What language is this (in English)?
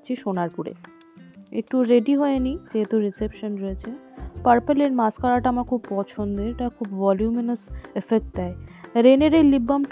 Bangla